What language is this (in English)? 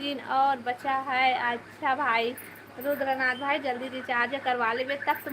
Chhattisgarhi